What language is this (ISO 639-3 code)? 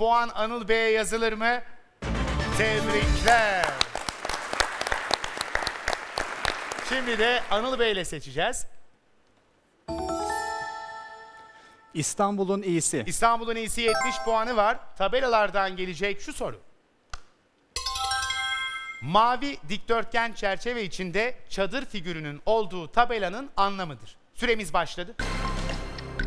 tur